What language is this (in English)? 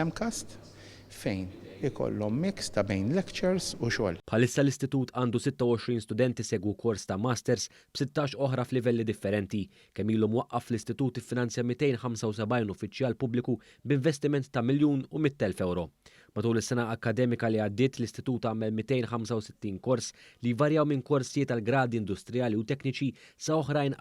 Maltese